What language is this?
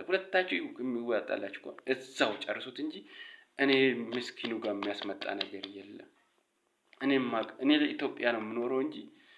Amharic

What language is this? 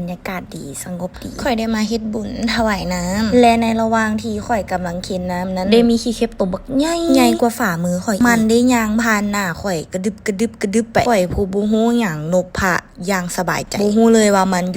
Lao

